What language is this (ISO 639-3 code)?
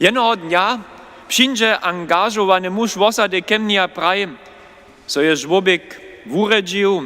hsb